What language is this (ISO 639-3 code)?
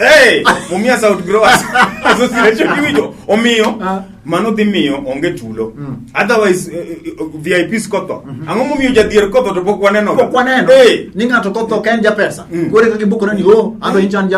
luo